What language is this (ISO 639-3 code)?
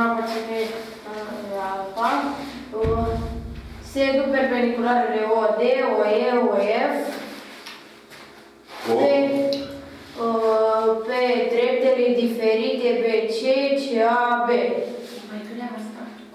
ron